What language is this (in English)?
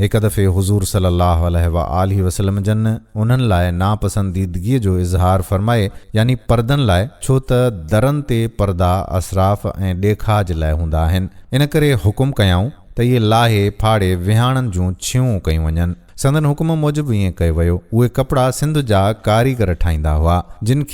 Sindhi